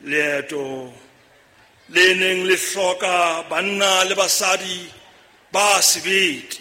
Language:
Southern Sotho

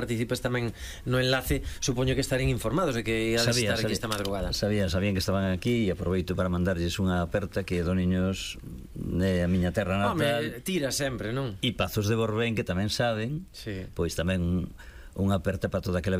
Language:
Galician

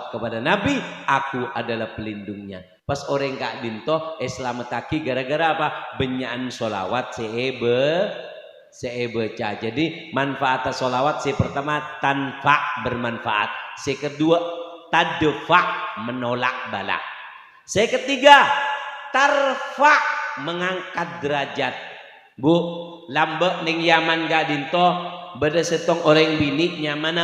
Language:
Madurese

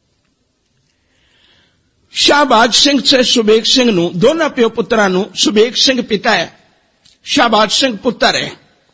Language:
Punjabi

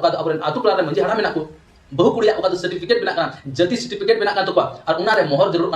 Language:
Santali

